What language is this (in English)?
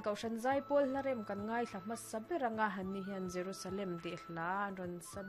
Mizo